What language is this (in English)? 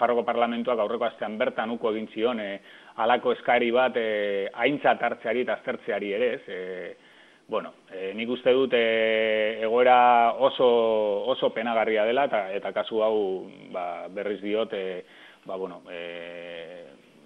Basque